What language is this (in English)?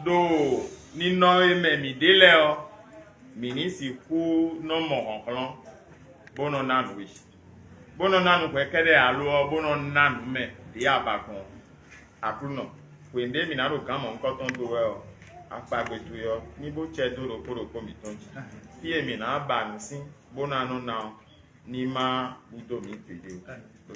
Fon